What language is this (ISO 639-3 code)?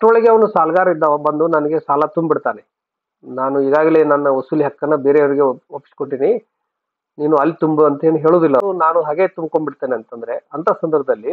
kan